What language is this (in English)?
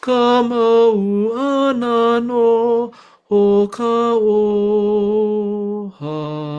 Hawaiian